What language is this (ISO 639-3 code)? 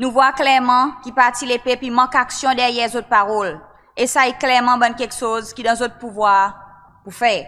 crs